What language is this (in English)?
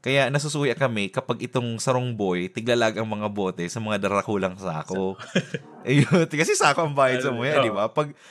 Bikol